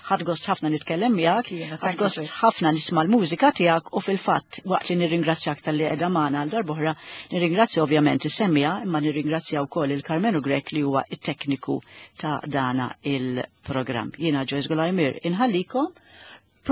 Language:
Maltese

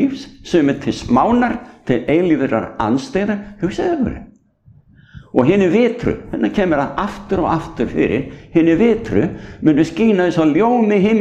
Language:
Icelandic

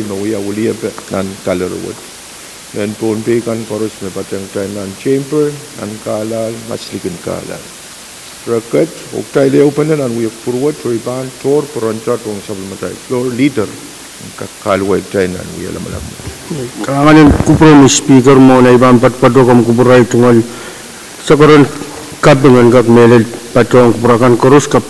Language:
Pohnpeian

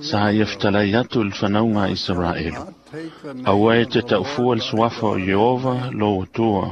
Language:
Samoan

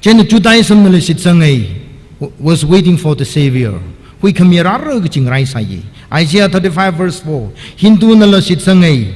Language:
Tangkhul Naga (India)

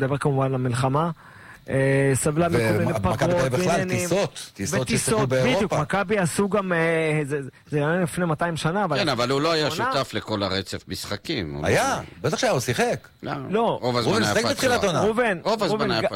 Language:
Hebrew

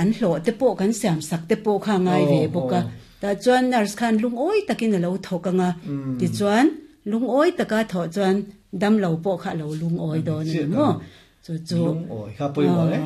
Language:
Mizo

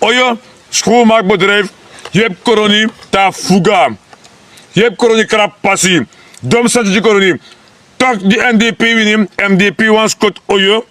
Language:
Sranan Tongo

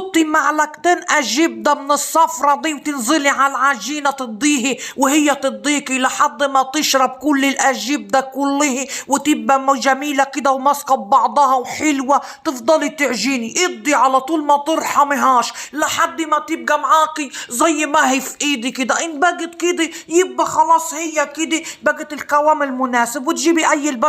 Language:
Egyptian Arabic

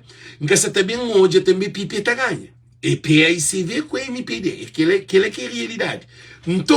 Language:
Kabuverdianu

